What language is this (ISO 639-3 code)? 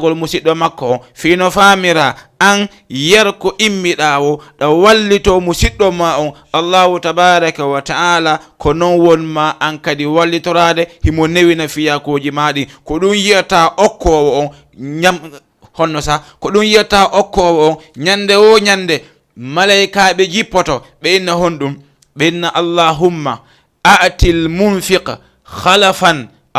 ful